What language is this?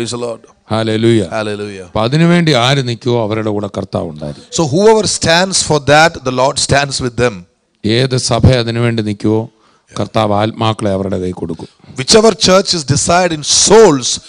Malayalam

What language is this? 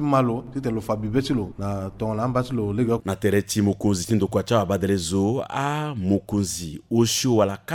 Sango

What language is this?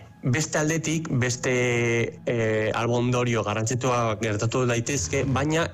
Basque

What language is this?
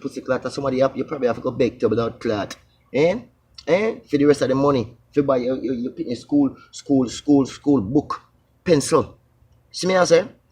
Jamaican Creole English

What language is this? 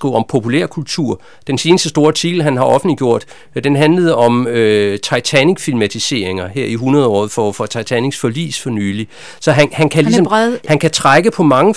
Danish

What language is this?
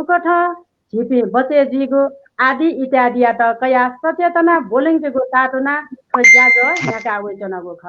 Newari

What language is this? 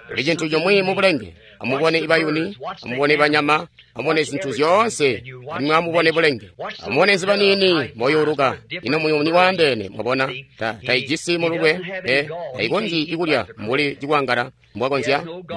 Tonga (Zambia)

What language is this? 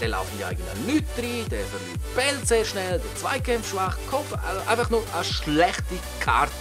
Swiss German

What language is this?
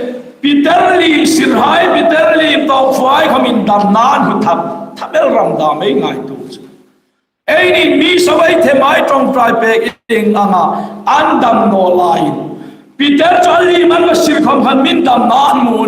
Hmar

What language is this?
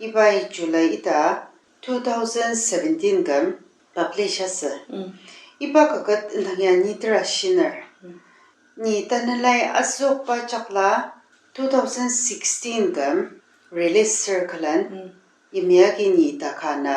Ao Naga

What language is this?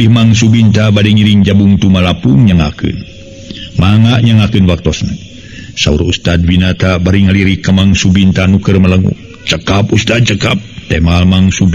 Sundanese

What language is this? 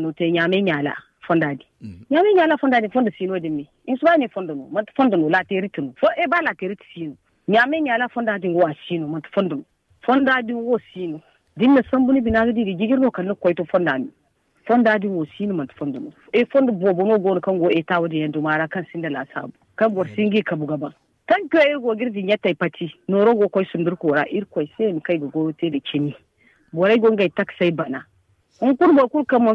Zarma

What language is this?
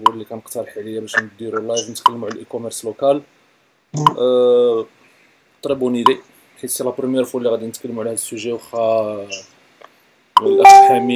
Moroccan Arabic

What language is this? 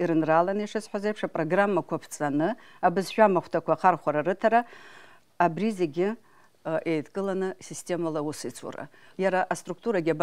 Abkhazian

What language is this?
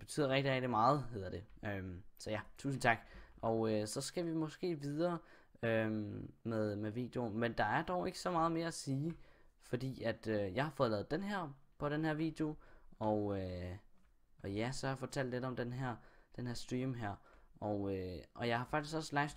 Danish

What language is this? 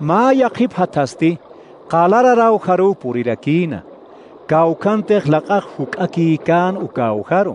Aymara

